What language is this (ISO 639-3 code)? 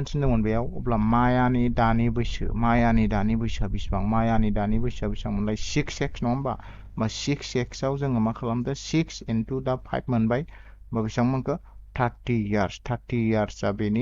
brx